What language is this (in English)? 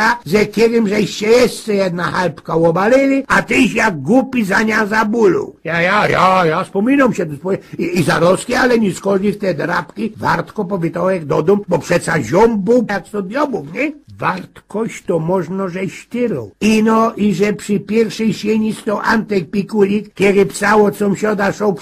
Silesian